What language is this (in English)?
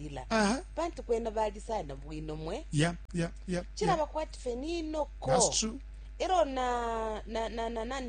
Bemba